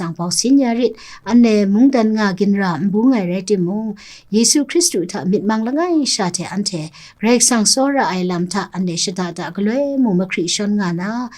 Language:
Kachin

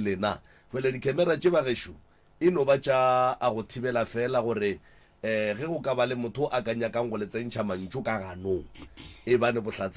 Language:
Northern Sotho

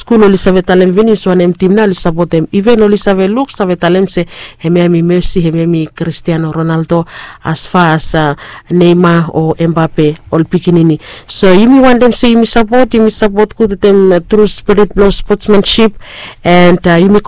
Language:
Bislama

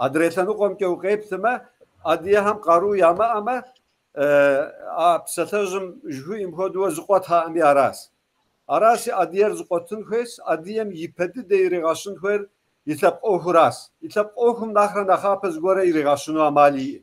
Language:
Kabardian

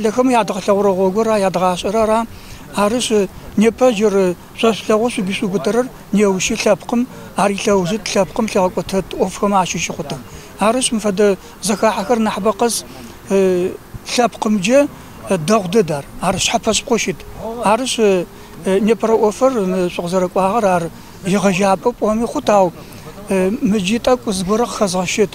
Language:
Kabardian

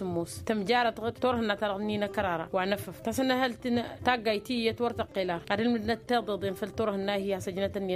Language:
Tamasheq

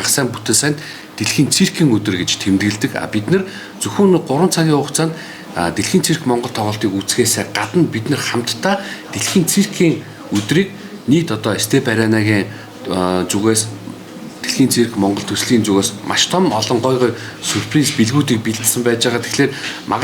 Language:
Mongolian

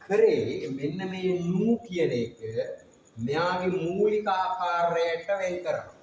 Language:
Sinhala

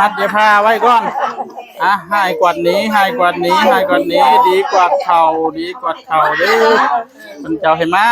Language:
Northeastern Thai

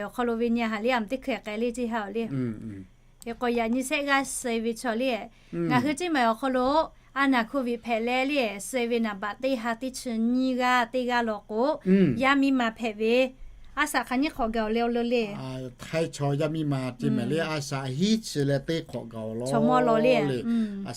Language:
Lahu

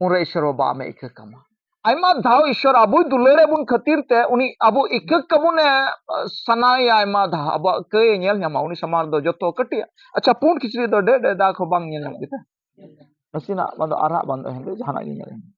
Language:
Santali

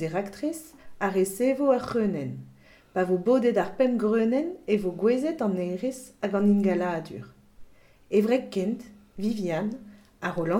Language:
Breton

